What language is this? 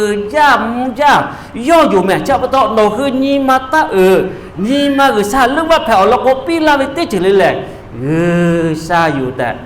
Lahu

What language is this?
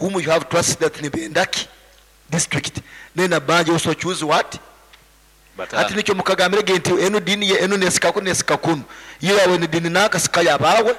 Nyoro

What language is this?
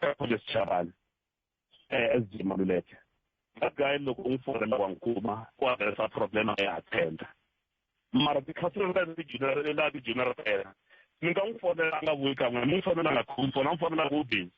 Tsonga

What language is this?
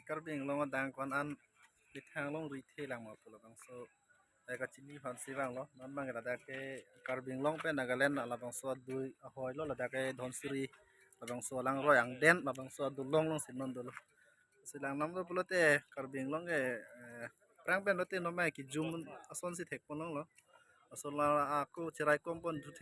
Karbi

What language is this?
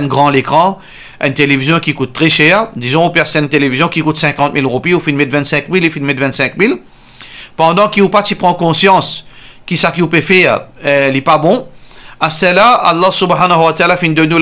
Morisyen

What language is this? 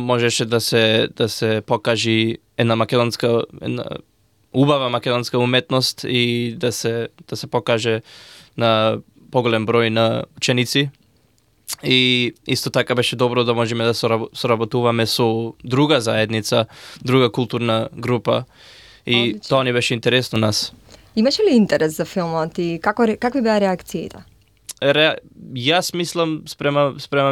Macedonian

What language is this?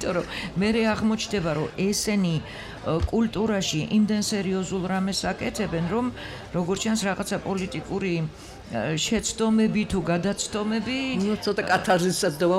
Georgian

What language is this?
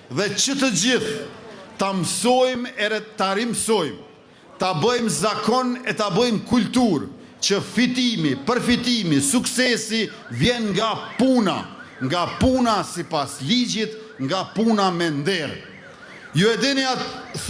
Albanian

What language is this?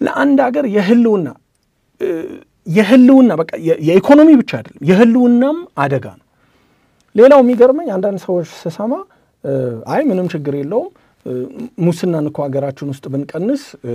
Amharic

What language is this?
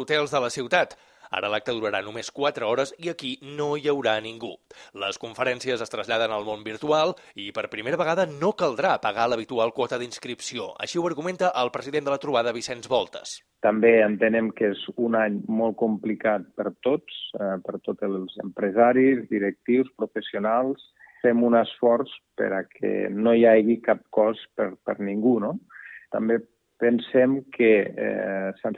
Catalan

